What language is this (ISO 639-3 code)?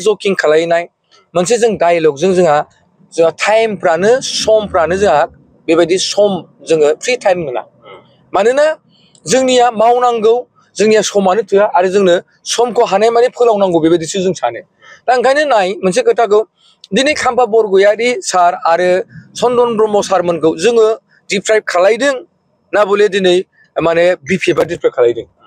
brx